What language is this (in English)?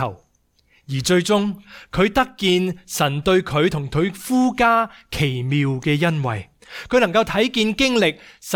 Cantonese